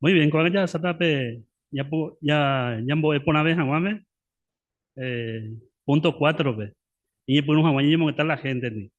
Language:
Guarani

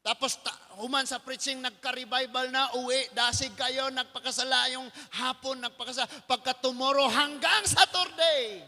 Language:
Cebuano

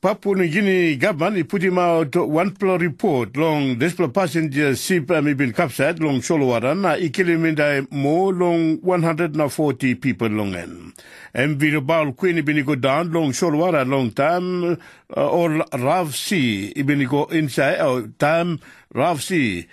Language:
Tok Pisin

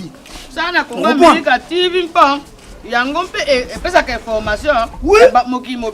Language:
Lingala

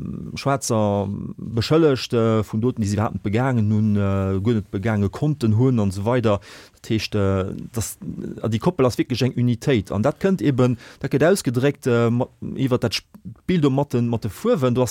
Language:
Luxembourgish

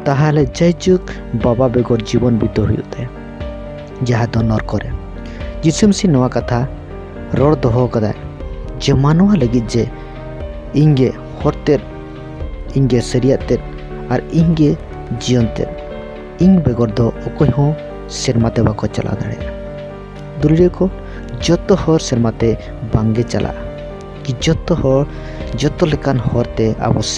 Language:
Santali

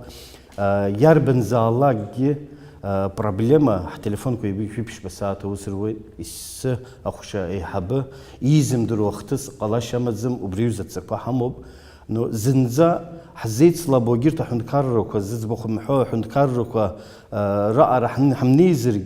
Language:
Abkhazian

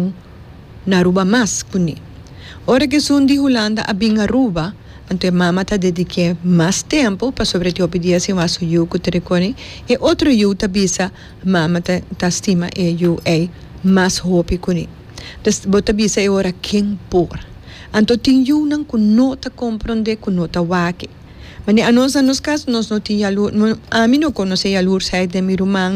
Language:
Papiamento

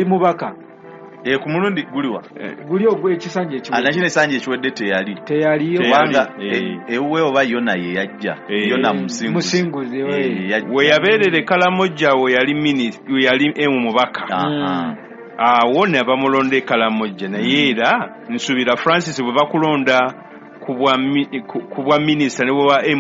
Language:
Ganda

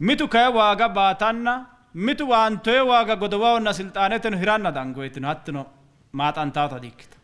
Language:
Sidamo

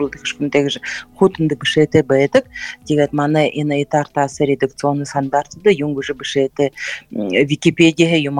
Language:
Buriat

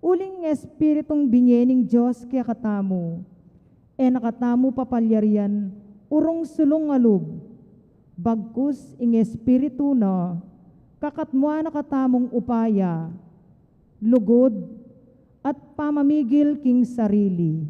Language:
Pampanga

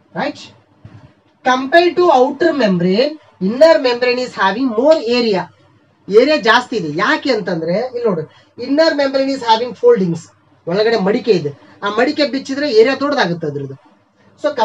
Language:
Kannada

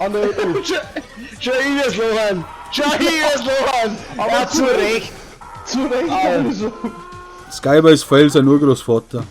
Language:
Bavarian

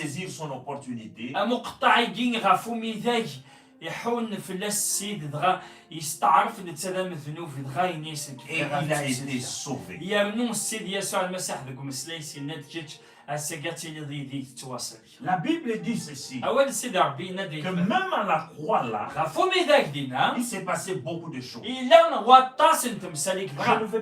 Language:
Kabyle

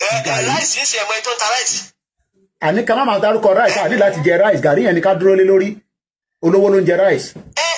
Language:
Yoruba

